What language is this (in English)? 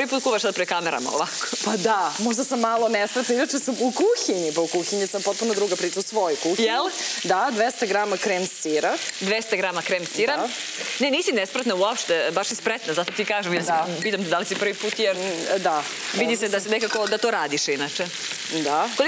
Serbian